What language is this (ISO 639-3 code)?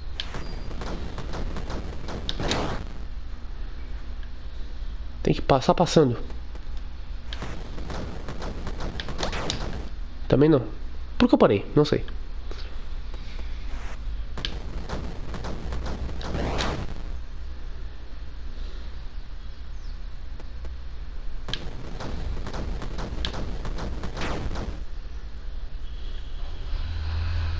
por